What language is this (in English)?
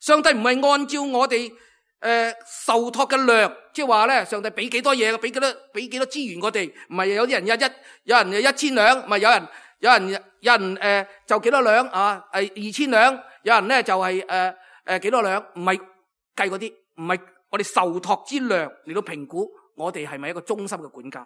Cantonese